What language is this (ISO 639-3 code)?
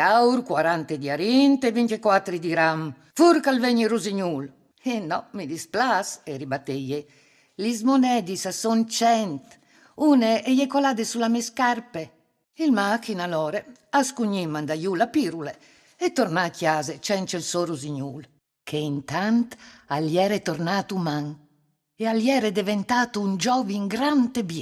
fur